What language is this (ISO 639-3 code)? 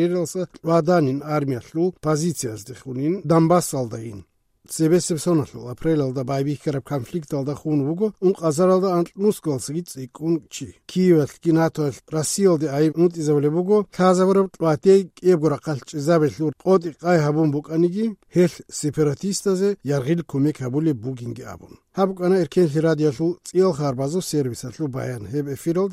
ava